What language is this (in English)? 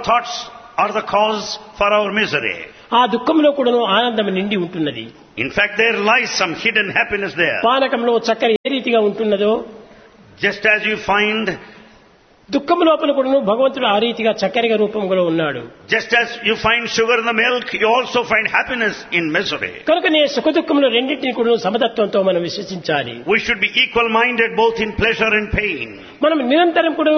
Telugu